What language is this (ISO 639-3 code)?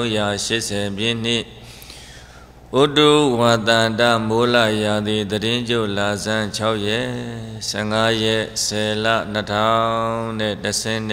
mya